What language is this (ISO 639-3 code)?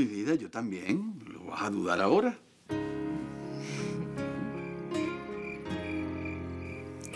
spa